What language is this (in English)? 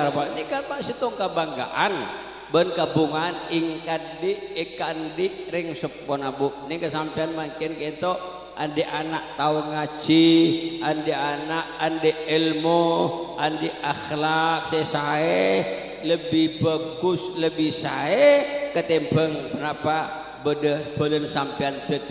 Madurese